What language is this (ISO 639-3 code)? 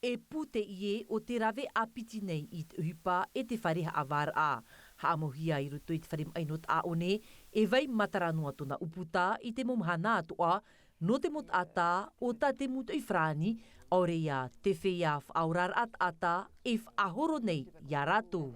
tah